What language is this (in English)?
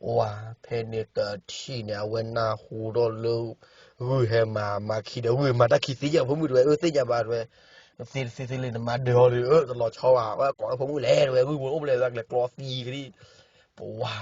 S'gaw Karen